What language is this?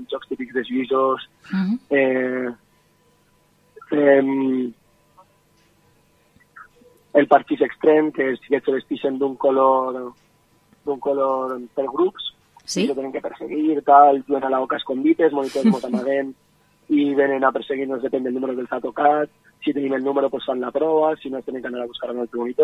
Catalan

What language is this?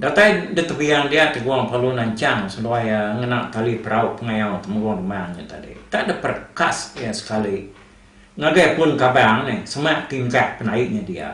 Iban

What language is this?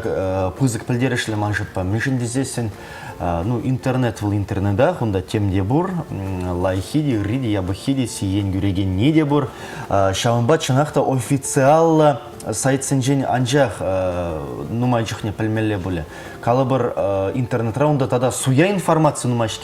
Chuvash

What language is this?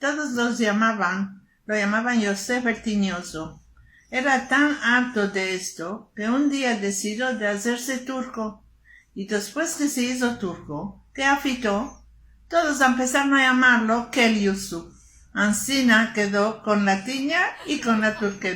Ladino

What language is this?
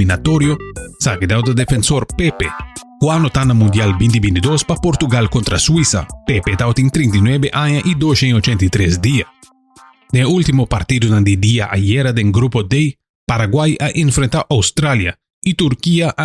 Papiamento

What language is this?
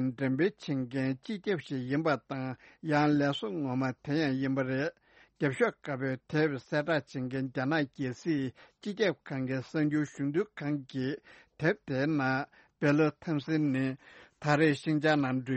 Tibetan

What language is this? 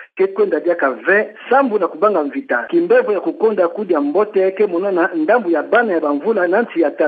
Kituba (Democratic Republic of Congo)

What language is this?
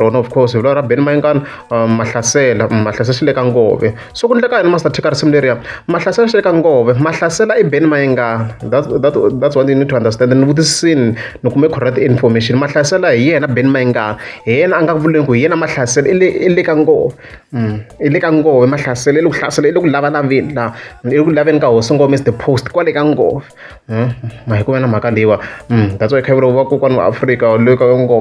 Tsonga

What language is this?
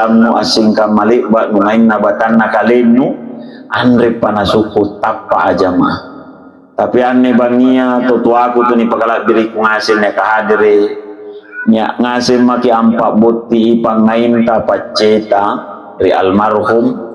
Makasar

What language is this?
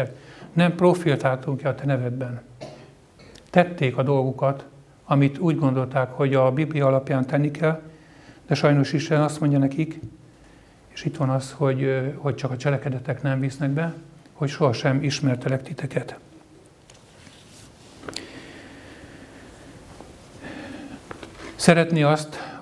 Hungarian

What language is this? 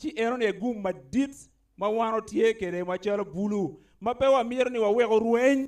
Acoli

